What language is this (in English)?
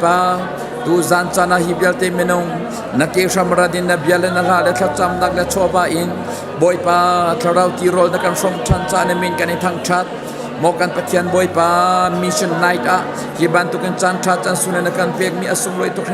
Hakha Chin